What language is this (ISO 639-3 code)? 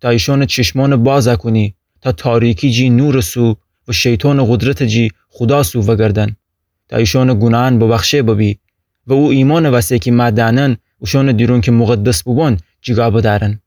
glk